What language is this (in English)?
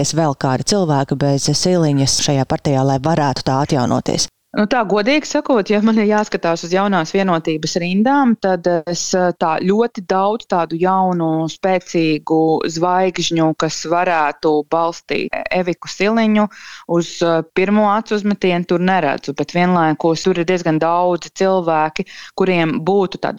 Latvian